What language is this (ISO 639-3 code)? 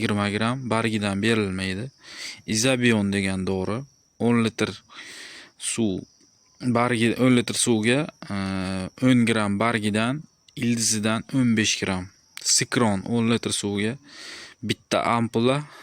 uzb